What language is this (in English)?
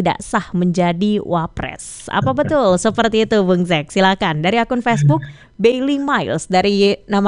Indonesian